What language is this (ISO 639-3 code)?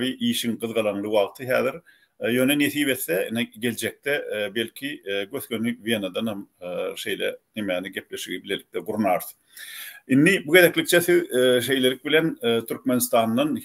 tuk